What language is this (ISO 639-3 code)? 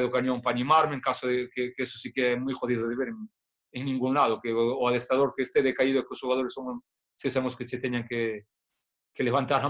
glg